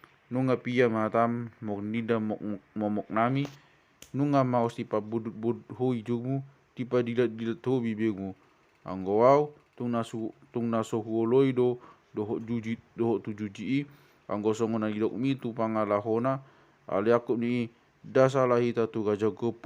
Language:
Batak Toba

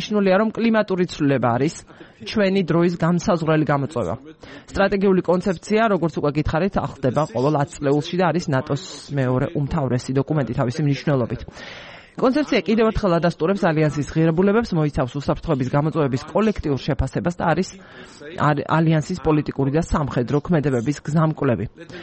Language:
Georgian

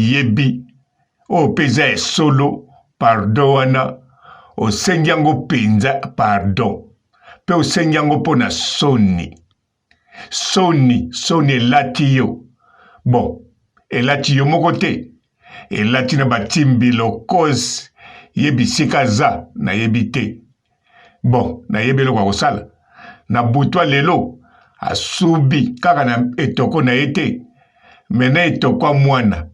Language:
Lingala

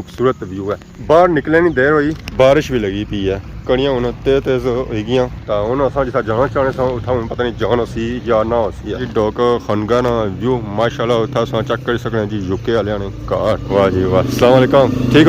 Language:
Pahari-Potwari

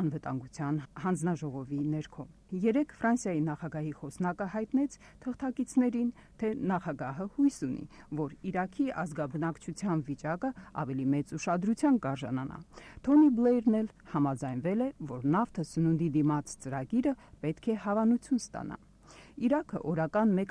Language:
Armenian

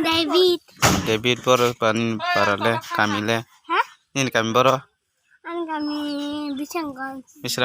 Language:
Kok Borok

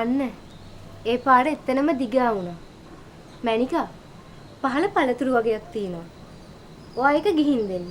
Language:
Sinhala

